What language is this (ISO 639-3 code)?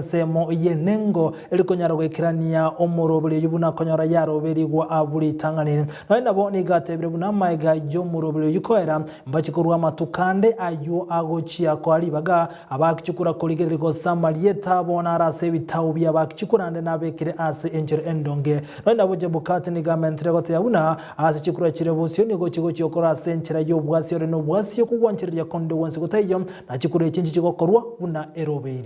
guz